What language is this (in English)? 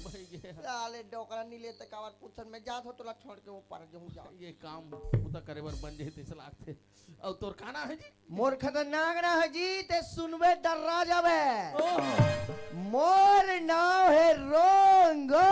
Chhattisgarhi